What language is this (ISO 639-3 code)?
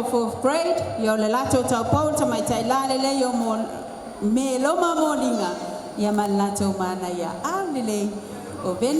smo